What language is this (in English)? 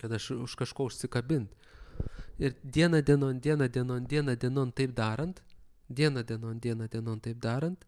Lithuanian